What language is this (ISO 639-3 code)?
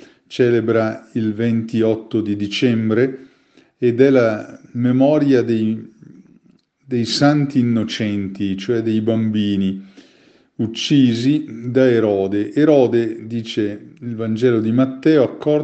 ita